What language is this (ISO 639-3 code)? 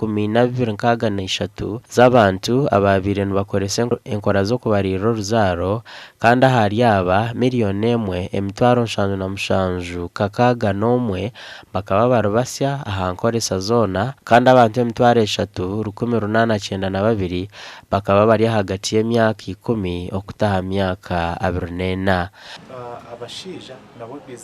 nyn